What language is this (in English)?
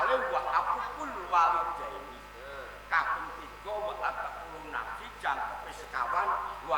Javanese